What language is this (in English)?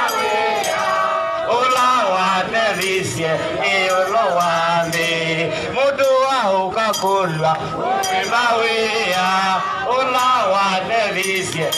Swahili